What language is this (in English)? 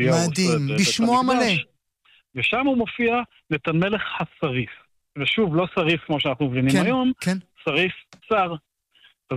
Hebrew